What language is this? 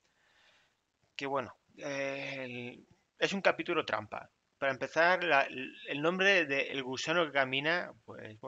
Spanish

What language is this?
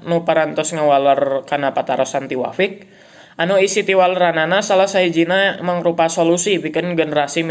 Sundanese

